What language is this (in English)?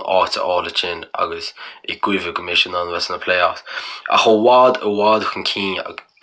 Irish